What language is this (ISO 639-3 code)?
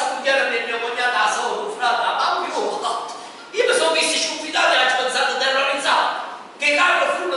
nap